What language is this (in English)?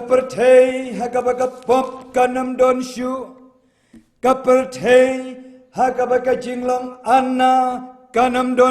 Khasi